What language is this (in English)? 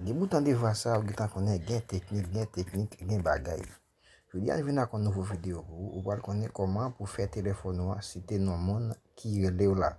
Haitian Creole